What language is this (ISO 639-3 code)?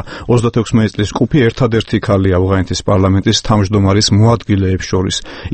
kat